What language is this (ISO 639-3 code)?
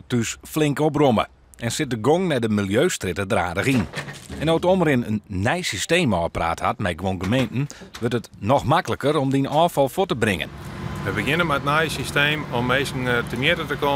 fry